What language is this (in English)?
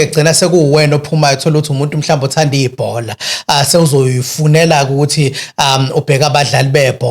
Zulu